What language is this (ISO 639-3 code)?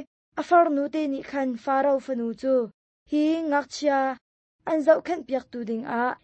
cnh